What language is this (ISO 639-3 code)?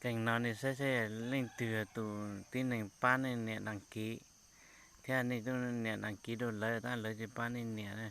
hmn